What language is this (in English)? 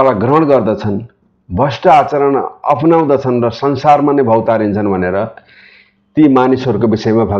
Nepali